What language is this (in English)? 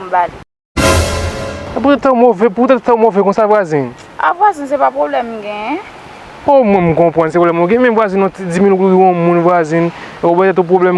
Haitian Creole